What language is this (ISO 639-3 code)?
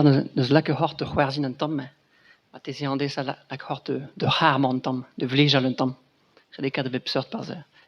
bre